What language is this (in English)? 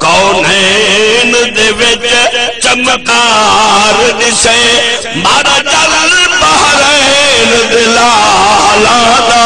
Saraiki